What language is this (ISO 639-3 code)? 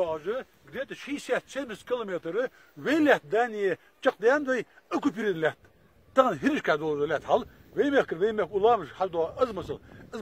inh